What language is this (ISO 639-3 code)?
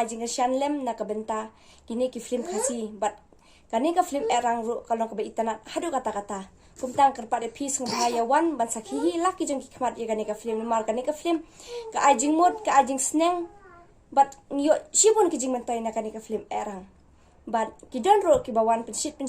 kha